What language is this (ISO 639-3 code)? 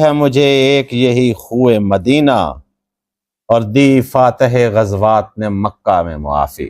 skr